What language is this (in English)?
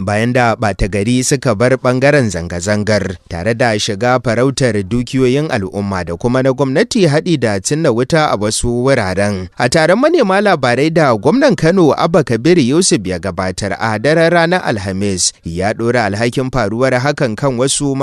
Hausa